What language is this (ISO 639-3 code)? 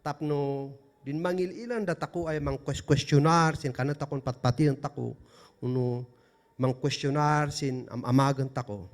kne